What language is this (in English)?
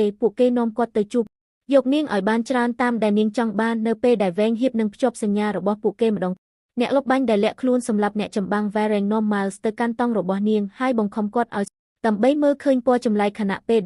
Khmer